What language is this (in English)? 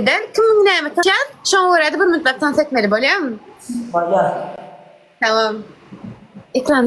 Turkmen